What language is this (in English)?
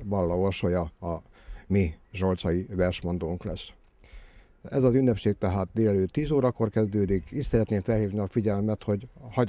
Hungarian